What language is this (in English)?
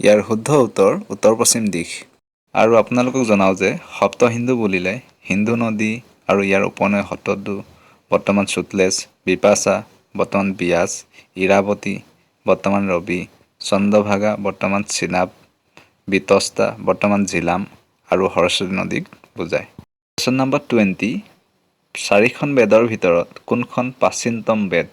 Assamese